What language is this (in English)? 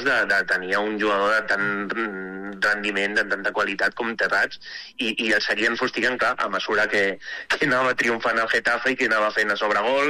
Catalan